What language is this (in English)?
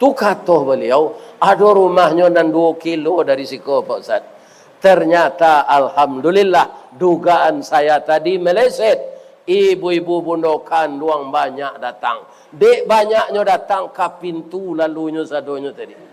Minangkabau